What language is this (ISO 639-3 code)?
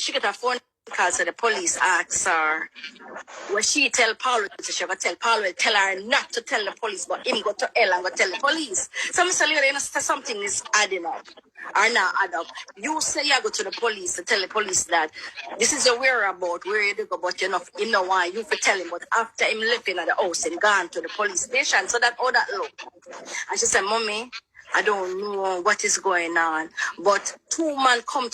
jam